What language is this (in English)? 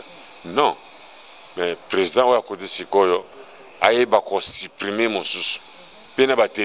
Lingala